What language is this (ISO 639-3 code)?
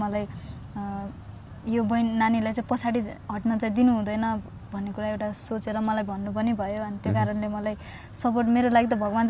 nep